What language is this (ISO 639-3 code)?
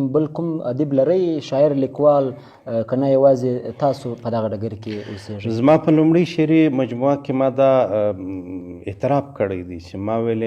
pus